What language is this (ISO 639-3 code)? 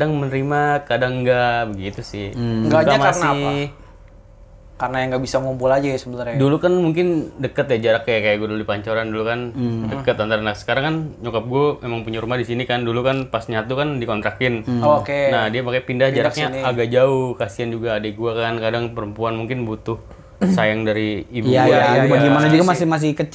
ind